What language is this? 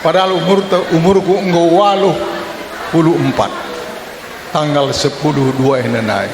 Batak Karo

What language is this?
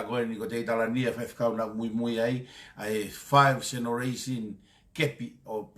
Tongan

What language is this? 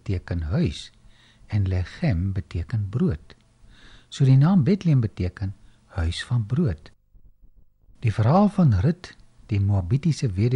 Afrikaans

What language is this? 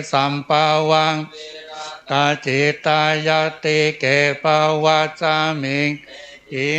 Pali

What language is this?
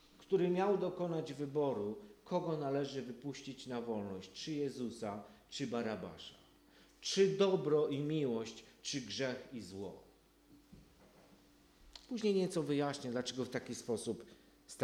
Polish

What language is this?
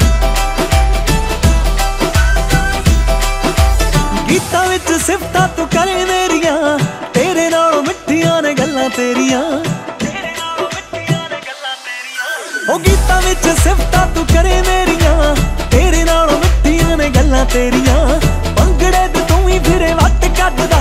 Punjabi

